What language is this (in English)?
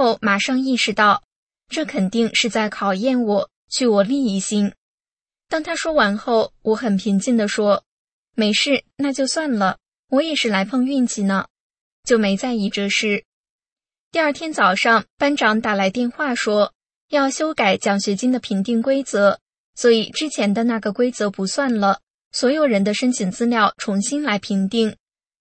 Chinese